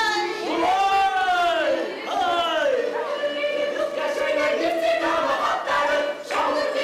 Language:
Bashkir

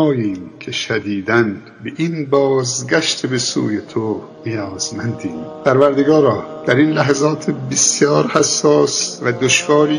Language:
Tajik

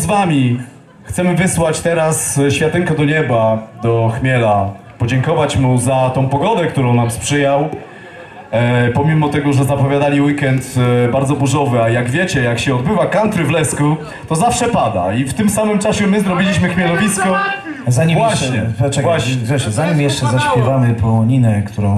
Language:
Polish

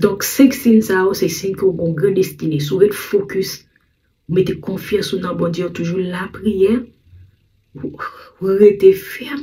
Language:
Haitian Creole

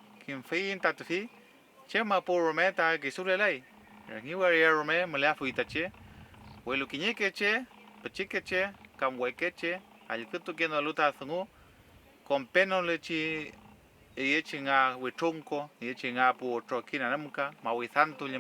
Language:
Mapuche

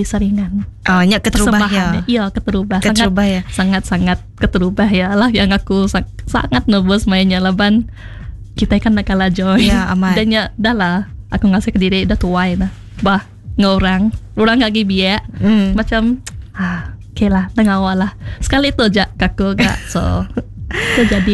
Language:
Iban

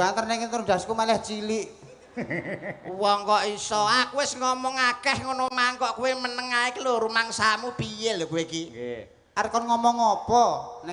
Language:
Javanese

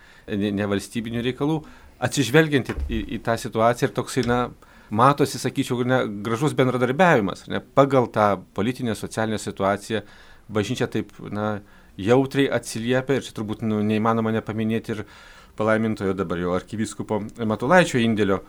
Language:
Lithuanian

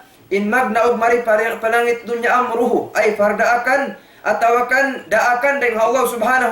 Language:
Tausug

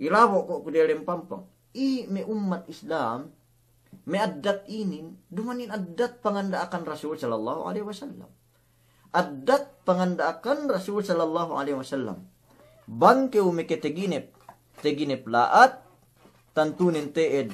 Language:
Yakan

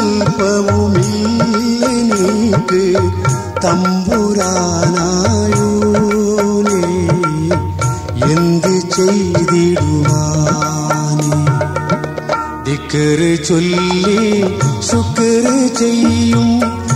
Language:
Malayalam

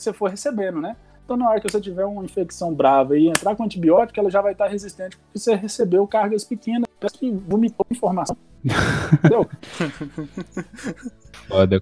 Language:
Portuguese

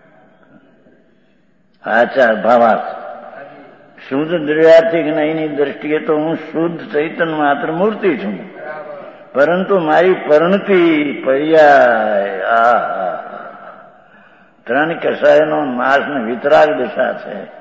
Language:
Gujarati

